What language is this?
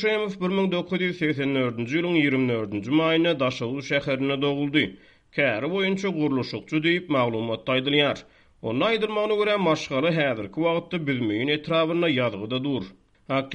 Turkmen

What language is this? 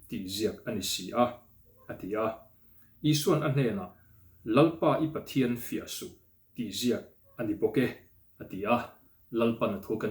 Mizo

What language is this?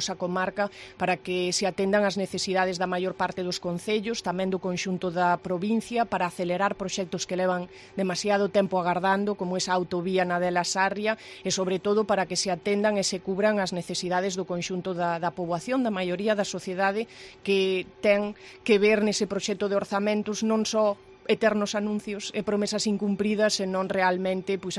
Galician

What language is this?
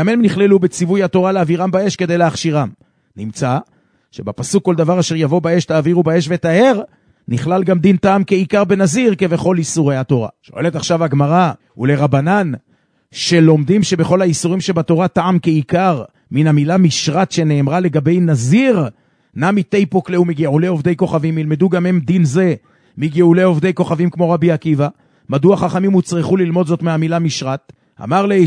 Hebrew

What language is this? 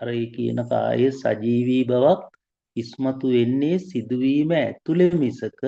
Sinhala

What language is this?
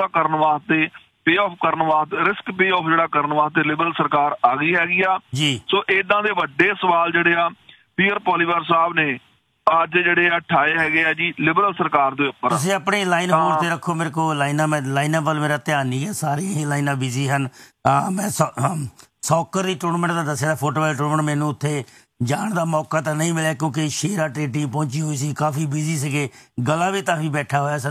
Punjabi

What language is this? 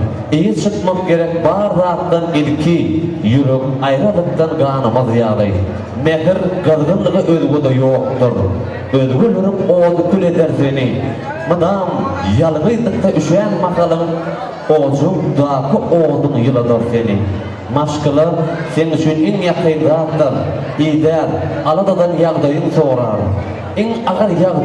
Turkmen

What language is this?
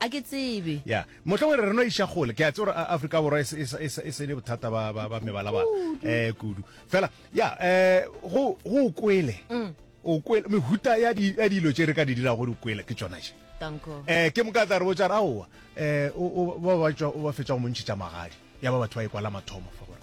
Northern Sotho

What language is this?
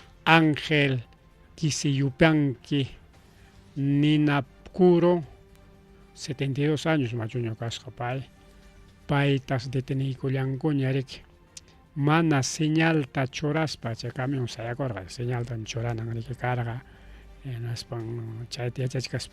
Ayacucho Quechua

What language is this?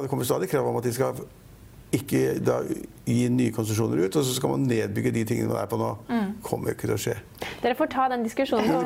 Norwegian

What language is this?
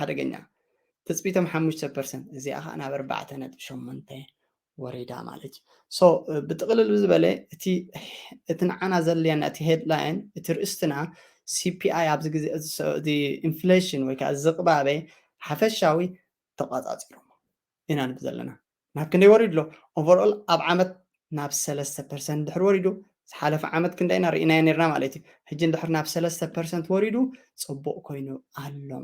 Tigrinya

